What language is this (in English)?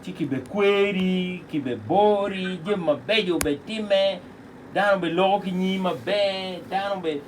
Acoli